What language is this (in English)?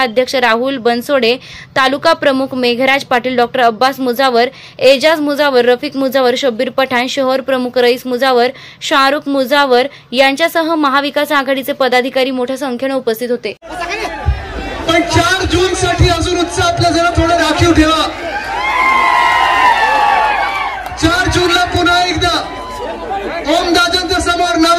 Marathi